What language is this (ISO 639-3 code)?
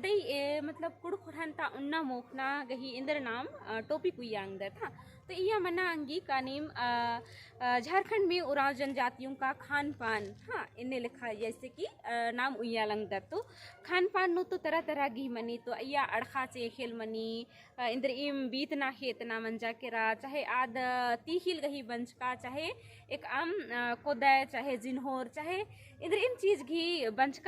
kru